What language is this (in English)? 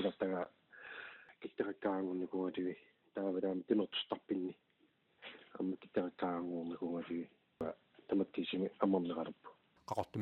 Kalaallisut